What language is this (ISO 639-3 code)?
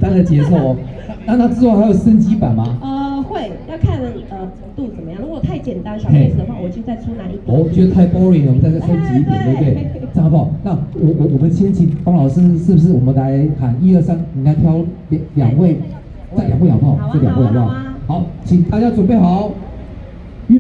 zho